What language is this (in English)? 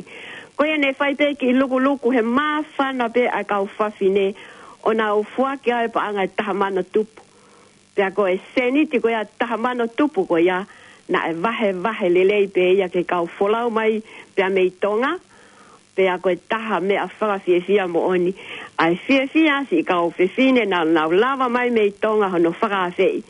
Tongan